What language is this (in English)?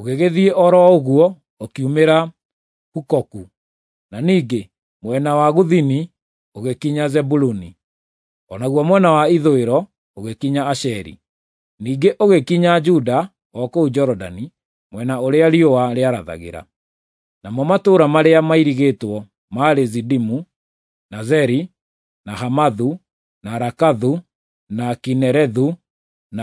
Kikuyu